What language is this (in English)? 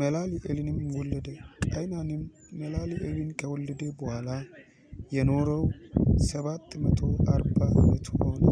Amharic